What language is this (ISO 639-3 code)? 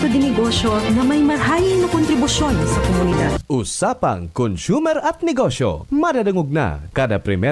bik